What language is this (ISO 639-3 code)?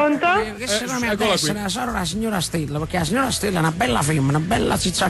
nap